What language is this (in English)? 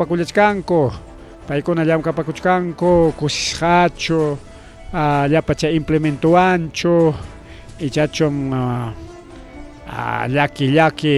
Ayacucho Quechua